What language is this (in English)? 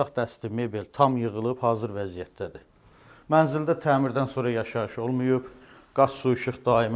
Azerbaijani